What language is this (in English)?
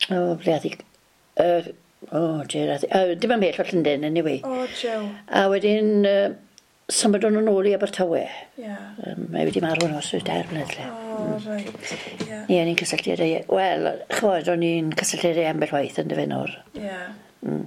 Welsh